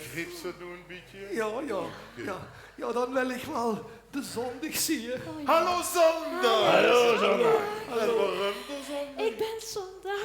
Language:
Limburgish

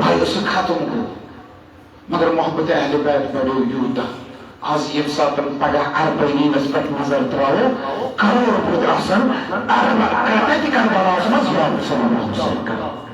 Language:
Kashmiri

